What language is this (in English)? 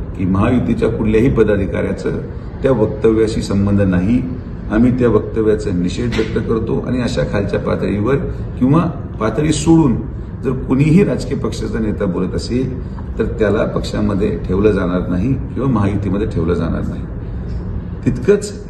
Marathi